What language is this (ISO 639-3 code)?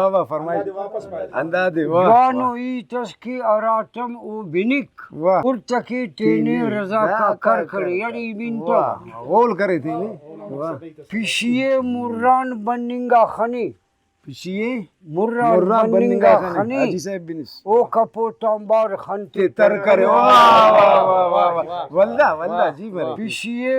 brh